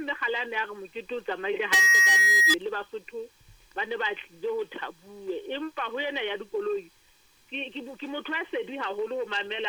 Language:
Southern Sotho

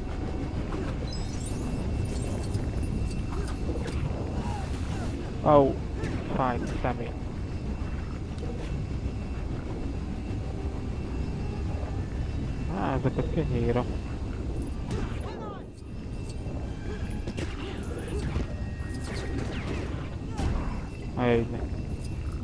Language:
Hungarian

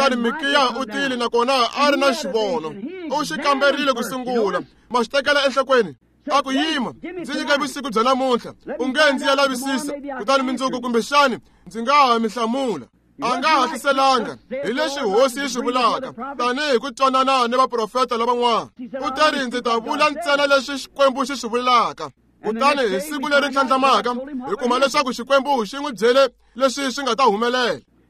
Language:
Tsonga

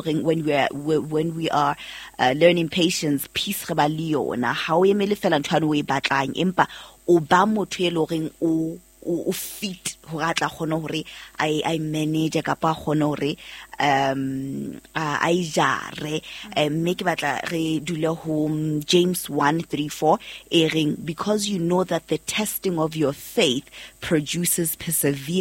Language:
Southern Sotho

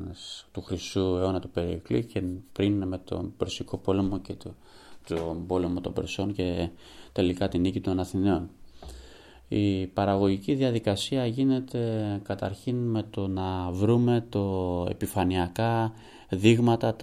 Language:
Greek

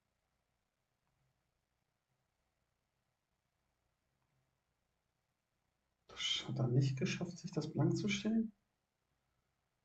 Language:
German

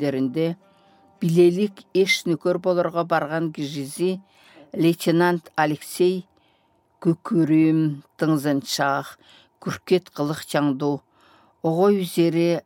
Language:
Southern Altai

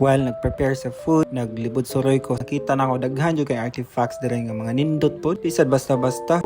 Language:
Cebuano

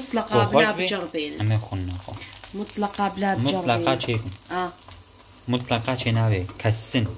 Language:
Kurdish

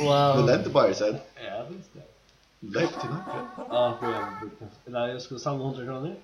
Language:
Faroese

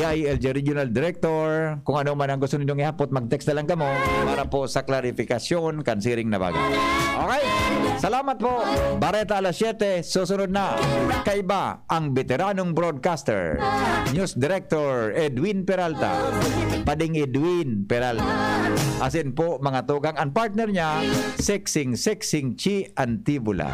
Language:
Bikol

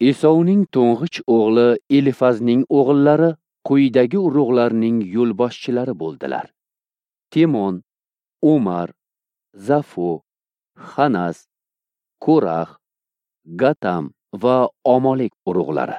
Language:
Uzbek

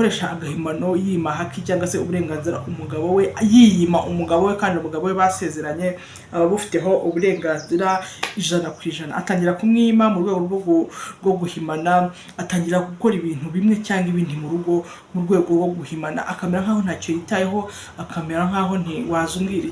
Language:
Kinyarwanda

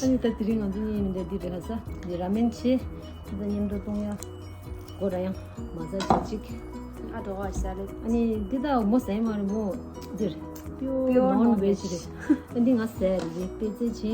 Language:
Tibetan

